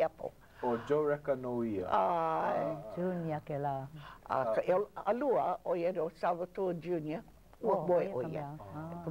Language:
Hawaiian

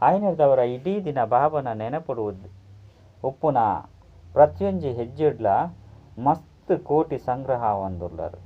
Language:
Tulu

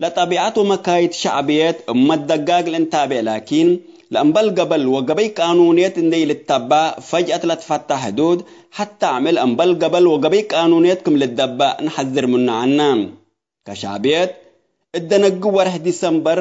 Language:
Tigre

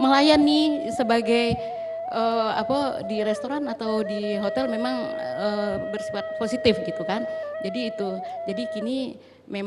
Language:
Minangkabau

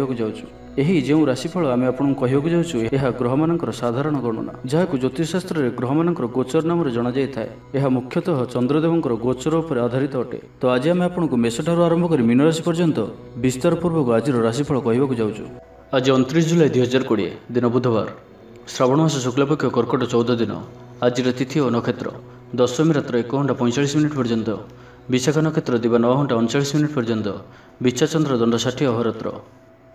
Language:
Odia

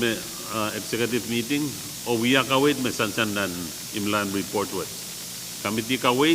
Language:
Pohnpeian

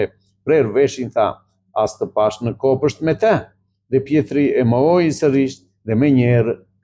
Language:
Albanian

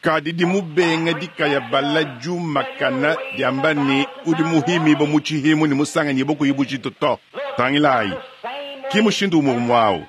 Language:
Luba-Lulua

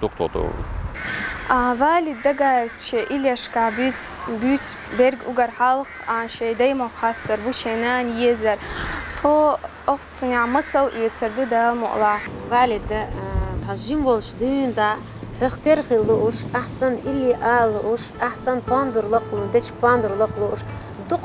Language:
Chechen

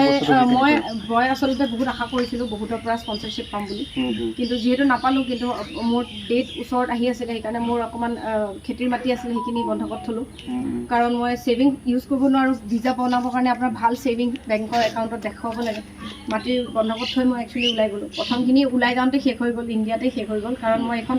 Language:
Assamese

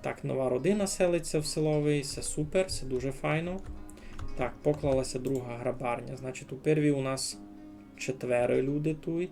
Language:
Rusyn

